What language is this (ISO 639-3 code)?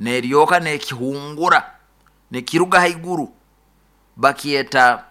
nyn